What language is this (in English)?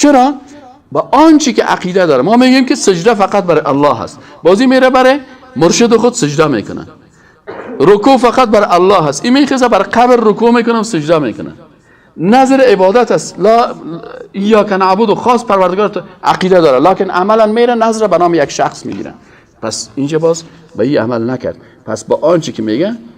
Persian